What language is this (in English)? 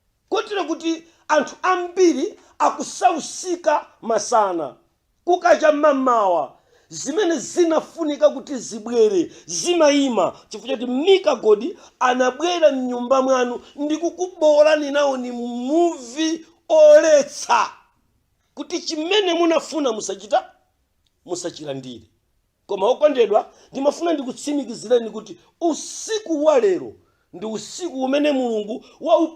Nyanja